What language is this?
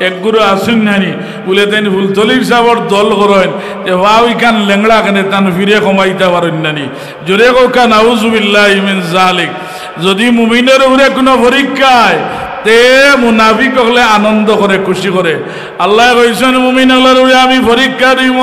Sylheti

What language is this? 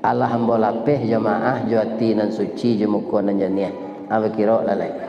Minangkabau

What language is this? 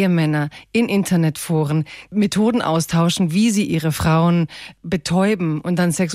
German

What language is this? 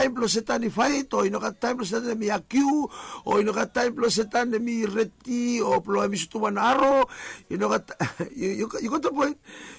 Bislama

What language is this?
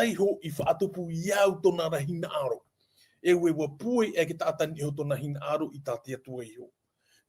Tahitian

